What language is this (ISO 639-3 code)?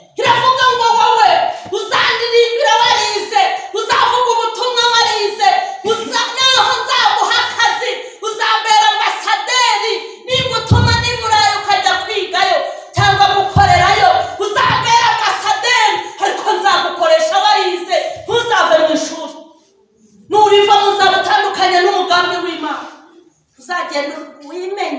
kin